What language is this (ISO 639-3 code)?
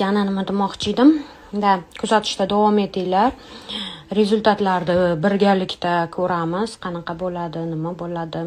uzb